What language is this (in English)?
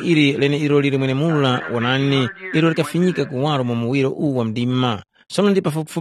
Tumbuka